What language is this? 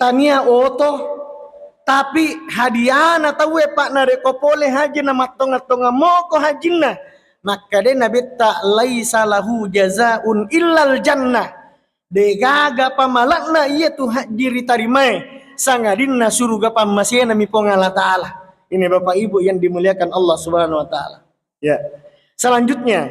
Buginese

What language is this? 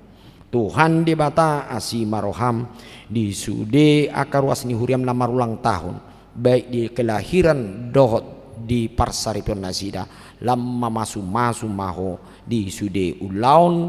Batak Toba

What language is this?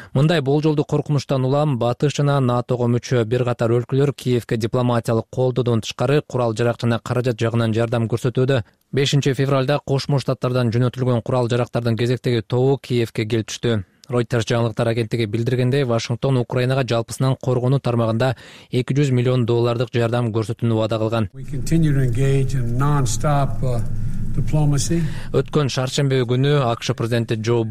Kyrgyz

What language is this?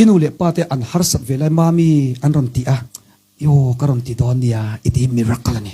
Mizo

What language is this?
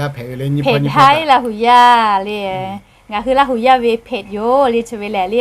Lahu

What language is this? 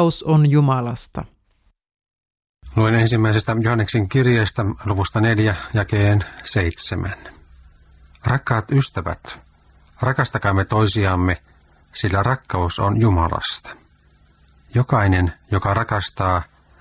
Finnish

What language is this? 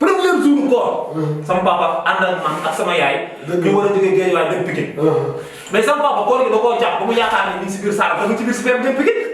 Wolof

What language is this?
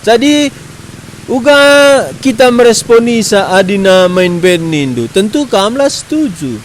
Batak Karo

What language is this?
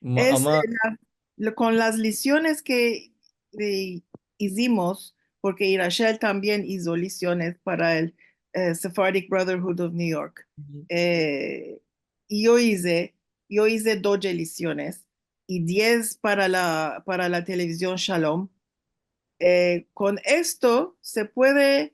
Ladino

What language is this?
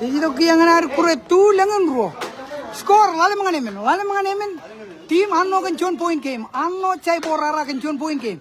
Marshallese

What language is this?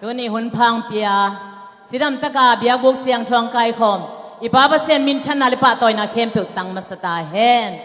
Tedim Chin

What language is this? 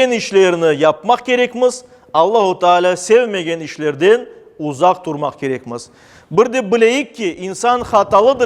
Crimean Tatar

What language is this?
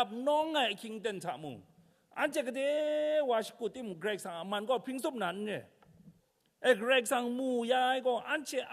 Kachin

